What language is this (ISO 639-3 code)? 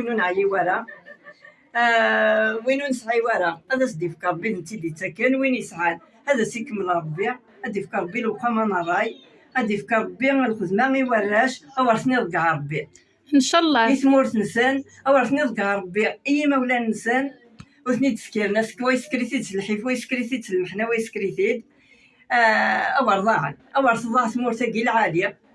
kab